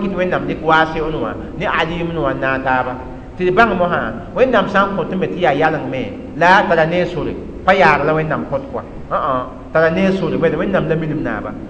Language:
Mossi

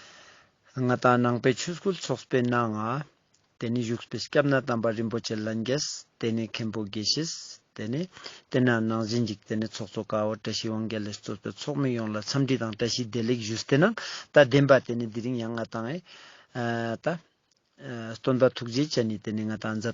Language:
Ladakhi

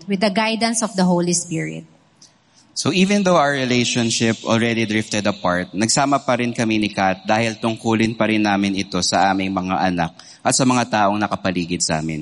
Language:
Filipino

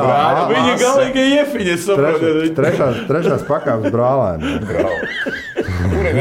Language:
Latvian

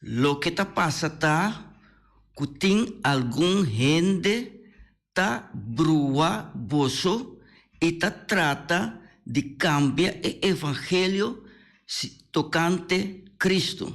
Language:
Papiamento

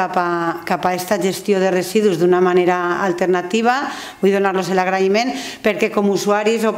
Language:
Catalan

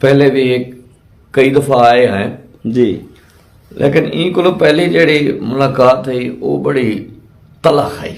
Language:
Saraiki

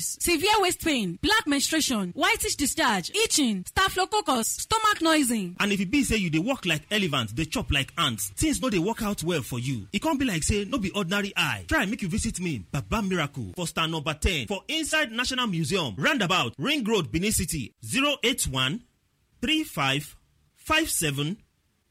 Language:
Nigerian Pidgin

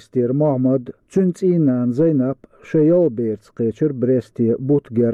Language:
Chechen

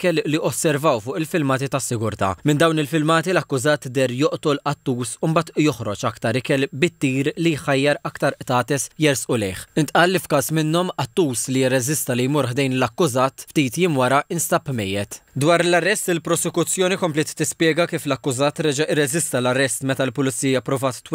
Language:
Maltese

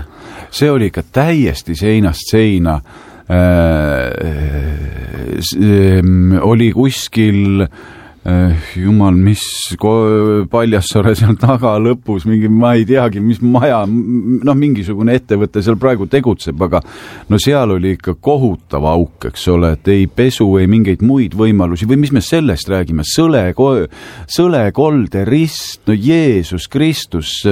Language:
Estonian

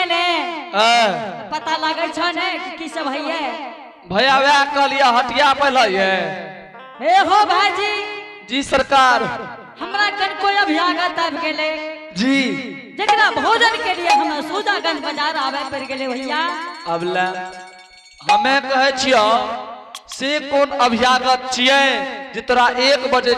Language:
Angika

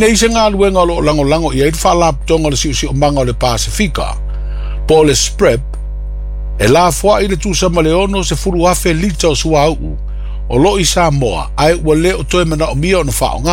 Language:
Samoan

